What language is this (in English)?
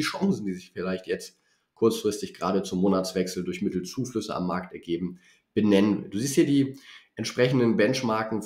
German